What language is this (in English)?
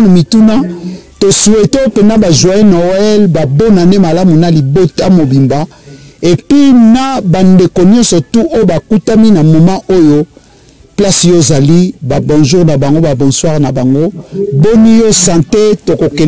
Lingala